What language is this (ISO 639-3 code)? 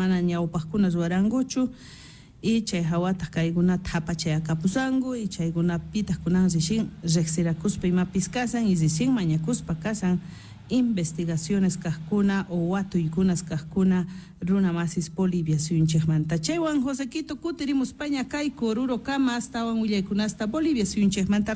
que